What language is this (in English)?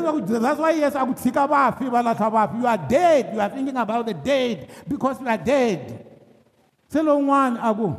Tsonga